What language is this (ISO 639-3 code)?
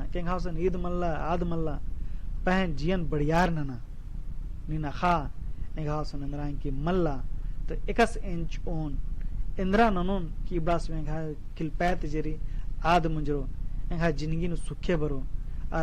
kru